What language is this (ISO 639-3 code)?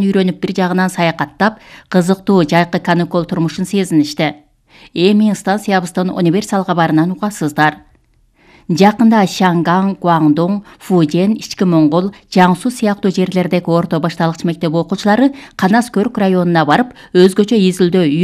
kir